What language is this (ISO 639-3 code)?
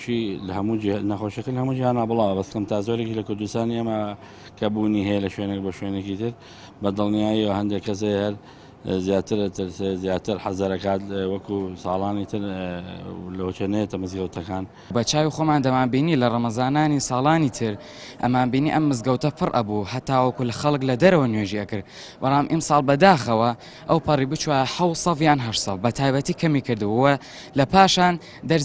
ckb